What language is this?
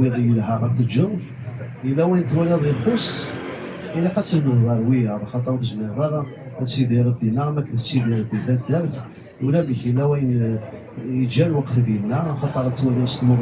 Kabyle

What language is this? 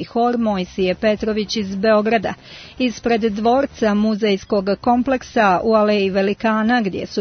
Serbian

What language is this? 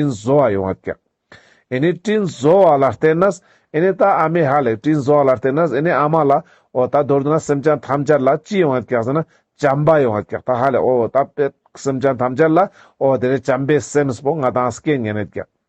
Ladakhi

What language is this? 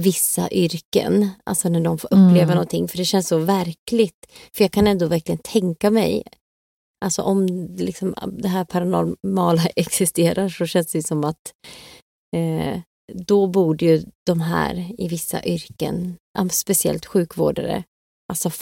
Swedish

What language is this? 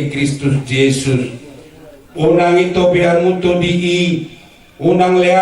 Batak Toba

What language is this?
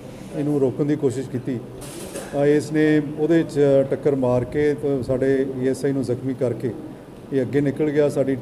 Punjabi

